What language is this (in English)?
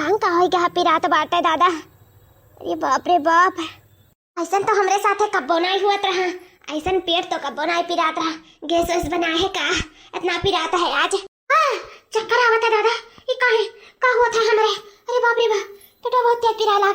Awadhi